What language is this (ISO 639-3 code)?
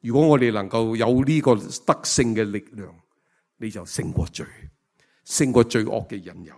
yue